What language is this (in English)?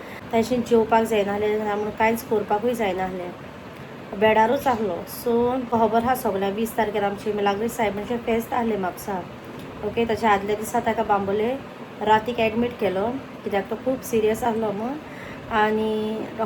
Konkani